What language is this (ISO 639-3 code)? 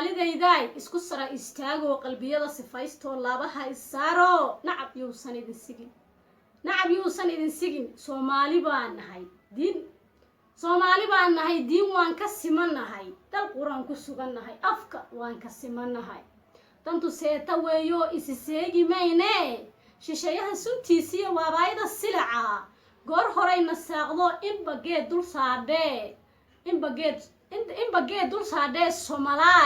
som